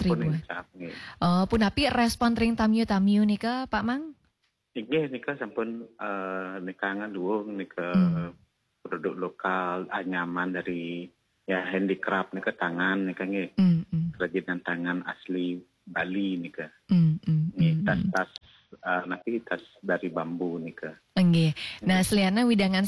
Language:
Balinese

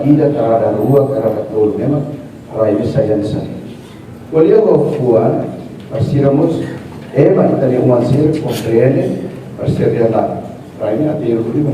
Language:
Tetum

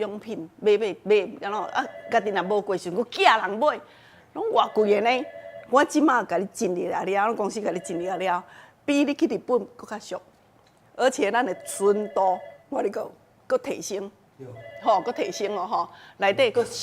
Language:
Min Nan Chinese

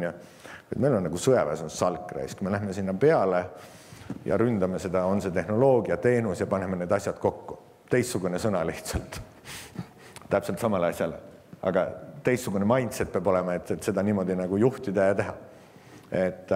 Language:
Estonian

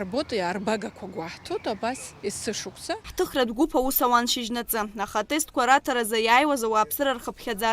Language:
Abkhazian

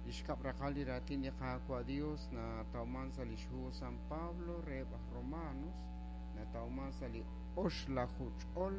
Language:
Kekchí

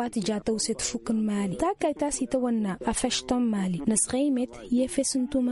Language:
Tamasheq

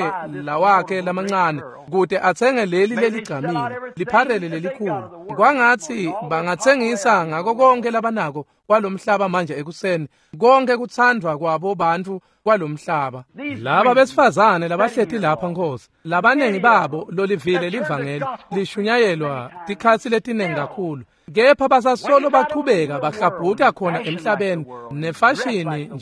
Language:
Swati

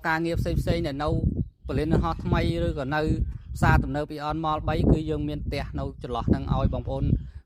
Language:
Khmer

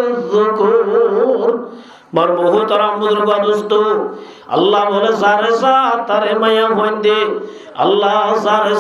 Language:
Rohingya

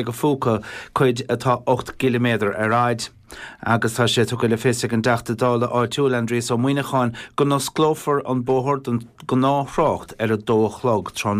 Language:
Irish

